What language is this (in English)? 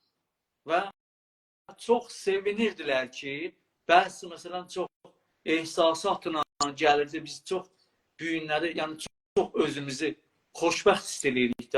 South Azerbaijani